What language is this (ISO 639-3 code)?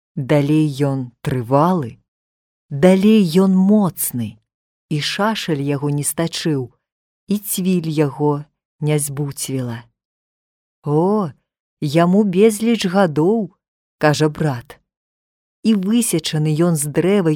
bel